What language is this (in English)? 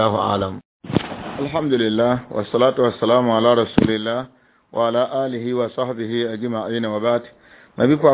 Mossi